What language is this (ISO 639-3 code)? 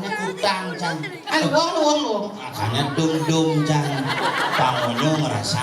ban